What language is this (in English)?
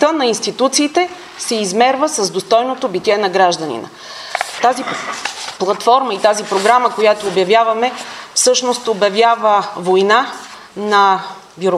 Bulgarian